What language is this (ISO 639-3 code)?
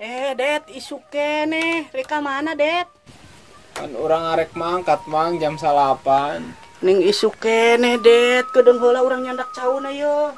sun